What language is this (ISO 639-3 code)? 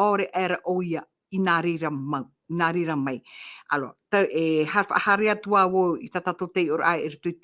tah